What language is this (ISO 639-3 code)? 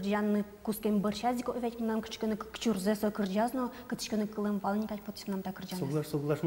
udm